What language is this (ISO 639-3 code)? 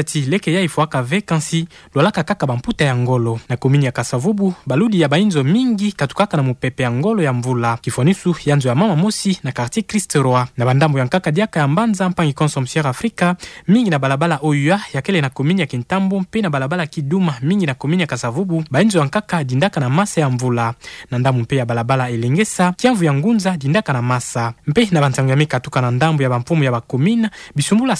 ktu